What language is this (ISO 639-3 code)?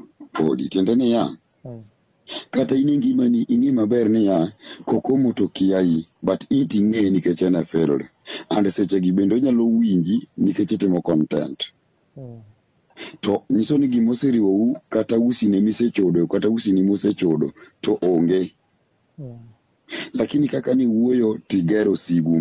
luo